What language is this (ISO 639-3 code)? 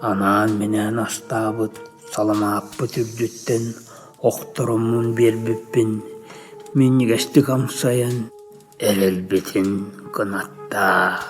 sah